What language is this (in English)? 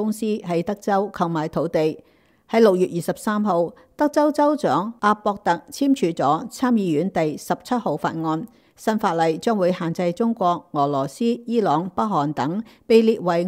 Cantonese